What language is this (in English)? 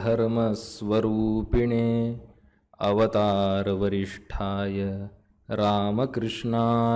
Sanskrit